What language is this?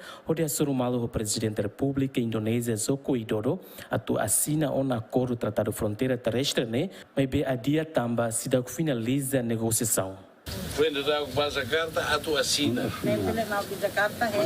Tetum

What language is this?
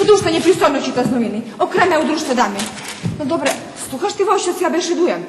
Rusyn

